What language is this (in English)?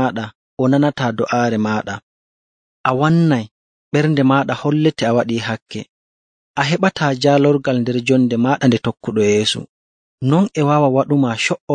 Nigerian Fulfulde